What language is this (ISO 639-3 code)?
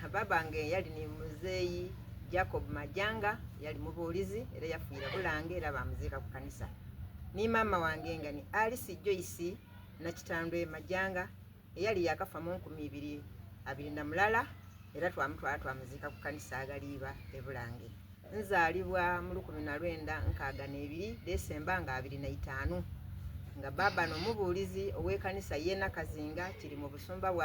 xog